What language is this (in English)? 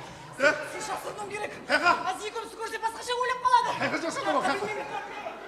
Kara-Kalpak